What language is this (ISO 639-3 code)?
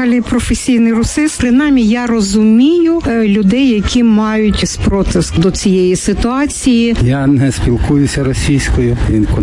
ukr